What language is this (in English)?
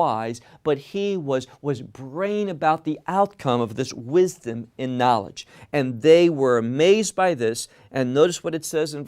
English